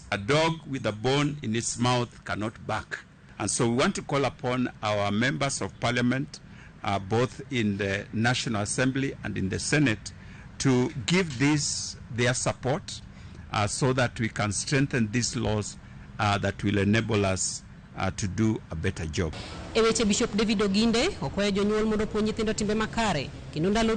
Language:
Luo (Kenya and Tanzania)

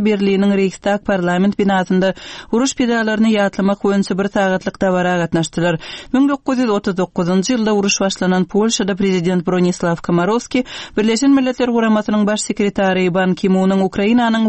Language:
Turkmen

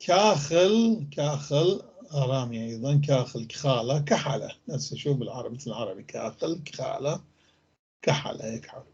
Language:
North Levantine Arabic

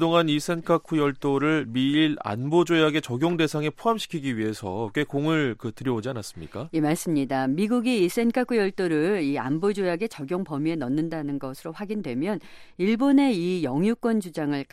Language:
Korean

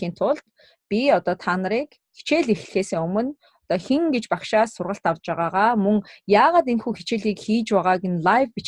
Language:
Mongolian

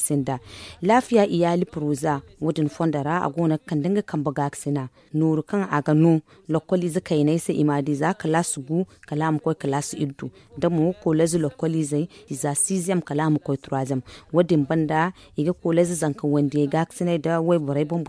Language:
Zarma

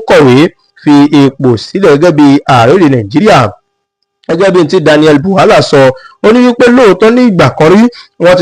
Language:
Yoruba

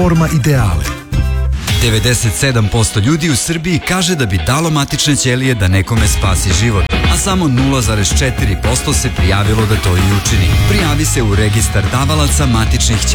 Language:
Serbian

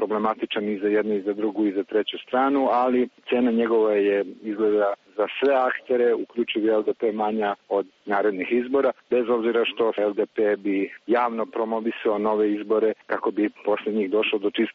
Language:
Serbian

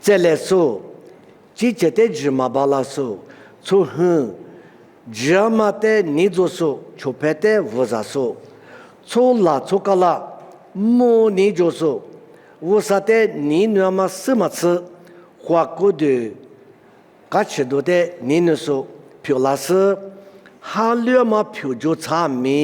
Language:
Lisu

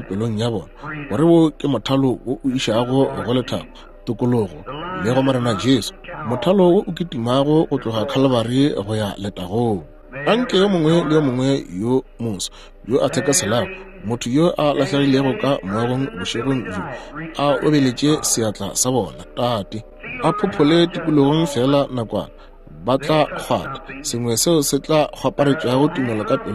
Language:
Northern Sotho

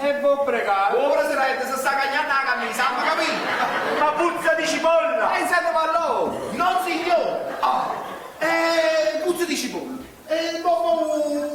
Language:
Neapolitan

